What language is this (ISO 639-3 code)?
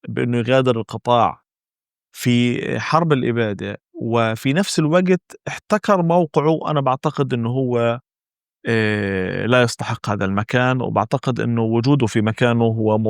apc